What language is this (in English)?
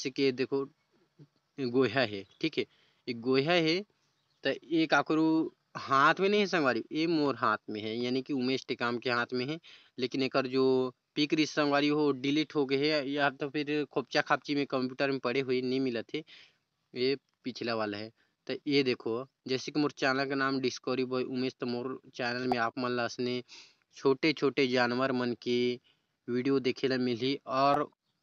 Chhattisgarhi